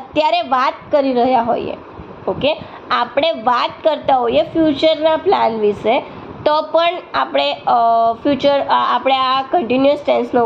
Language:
Gujarati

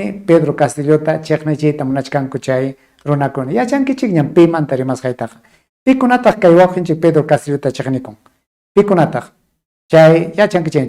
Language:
Ayacucho Quechua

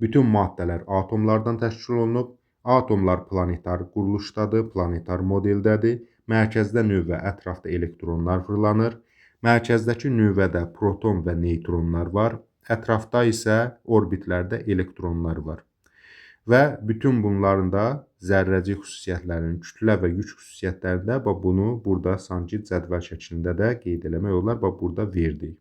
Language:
Azerbaijani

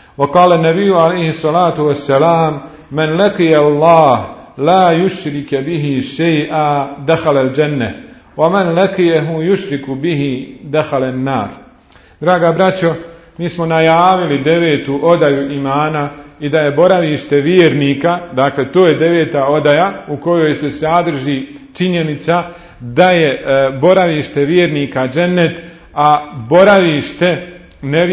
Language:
Bosnian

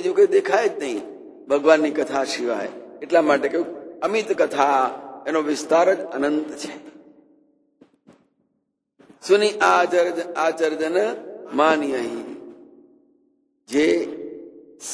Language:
Gujarati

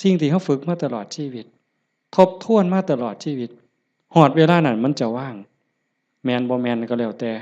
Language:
Northeastern Thai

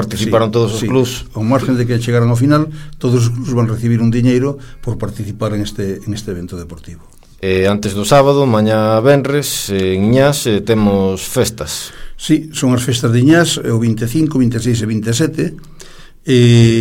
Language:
Galician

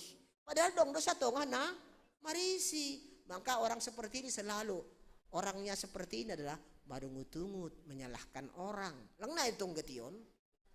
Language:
Batak Simalungun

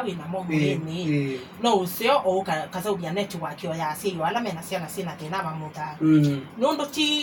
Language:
Kamba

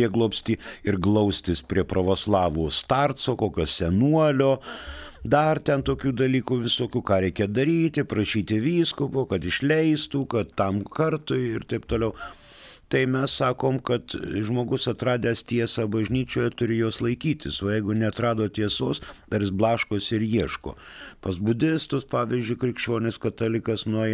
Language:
Lithuanian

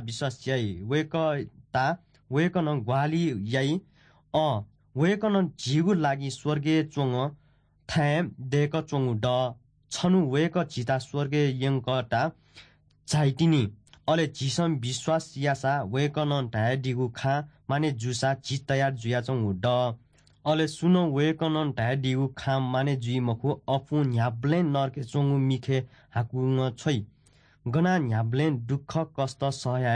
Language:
Newari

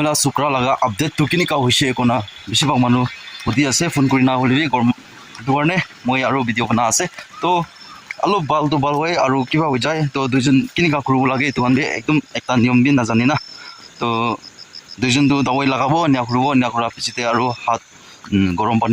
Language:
Naga Pidgin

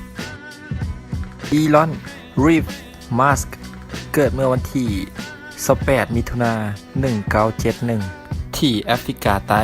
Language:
Lao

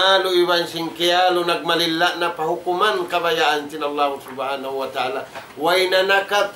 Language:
Tausug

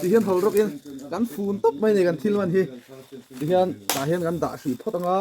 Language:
Mizo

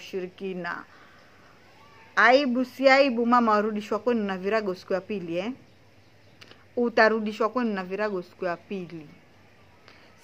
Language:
Swahili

